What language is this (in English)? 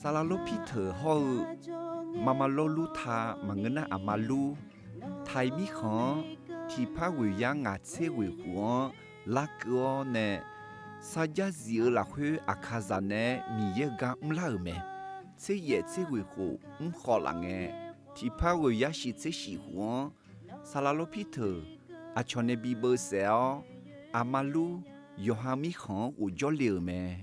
Akha